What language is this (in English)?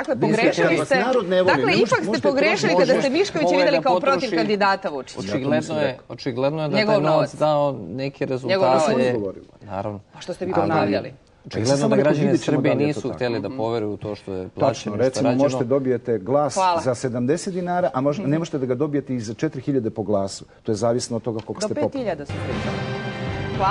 Serbian